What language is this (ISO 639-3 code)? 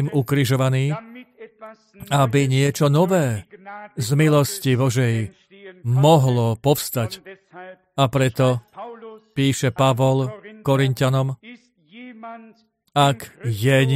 slk